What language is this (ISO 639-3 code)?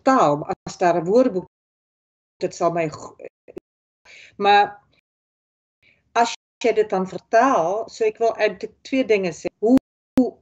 afr